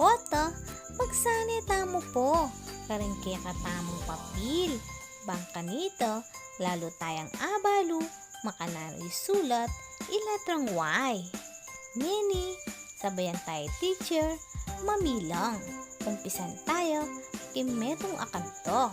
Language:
Pampanga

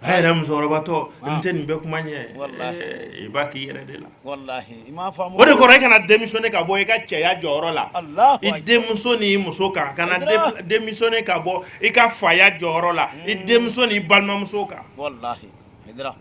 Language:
Bambara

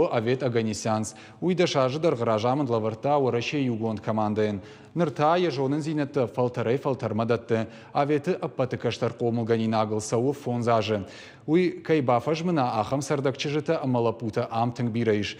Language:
Ossetic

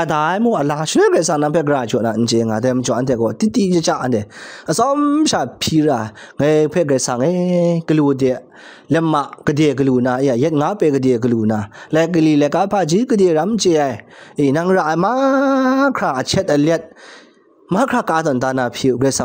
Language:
Kachin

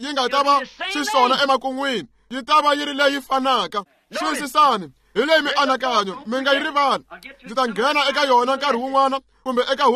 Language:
Tsonga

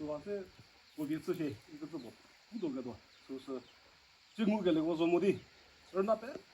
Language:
Chokri Naga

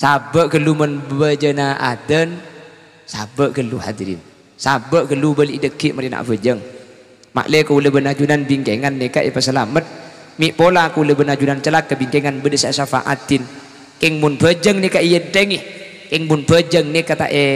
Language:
Madurese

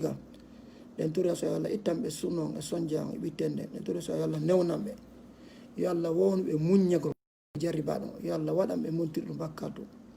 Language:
Fula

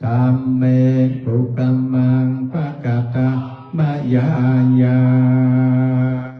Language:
Pali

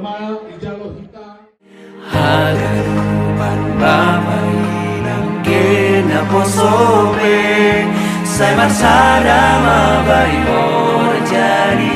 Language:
Batak Simalungun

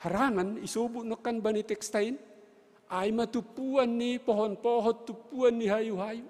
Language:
Batak Simalungun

